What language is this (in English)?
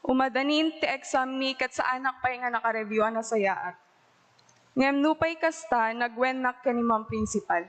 Iloko